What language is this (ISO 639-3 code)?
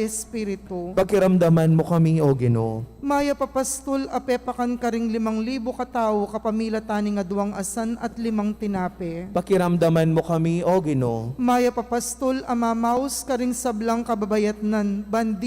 pam